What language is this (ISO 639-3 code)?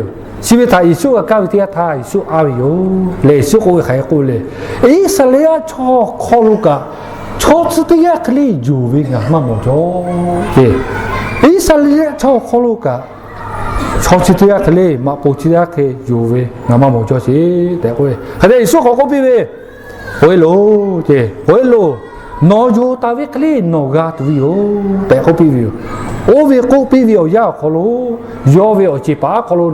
lhu